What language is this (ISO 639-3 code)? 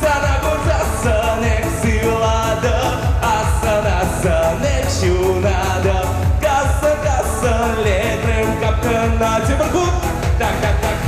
chv